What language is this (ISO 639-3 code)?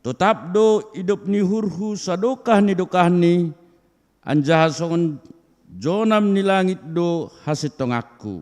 bts